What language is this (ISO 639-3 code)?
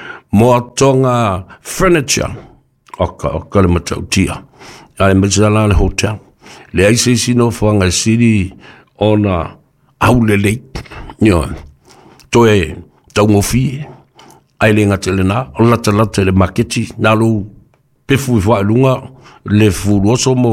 smo